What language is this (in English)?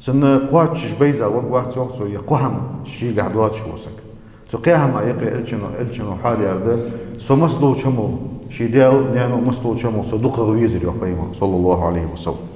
Ingush